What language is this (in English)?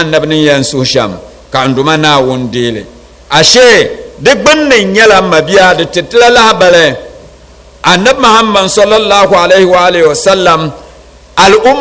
Dagbani